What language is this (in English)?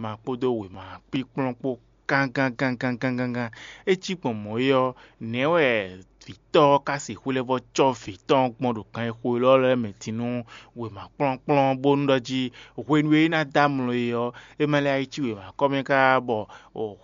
Fon